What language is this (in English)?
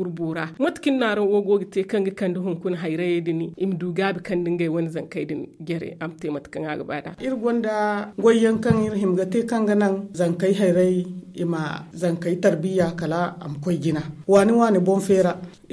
Zarma